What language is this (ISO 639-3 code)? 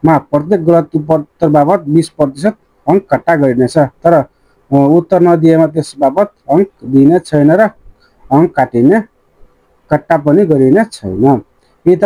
nep